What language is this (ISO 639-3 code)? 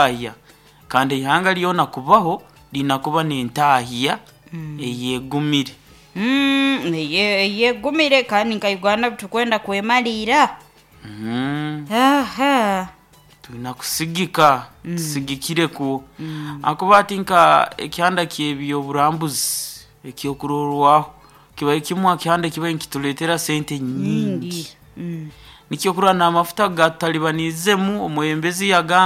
nyo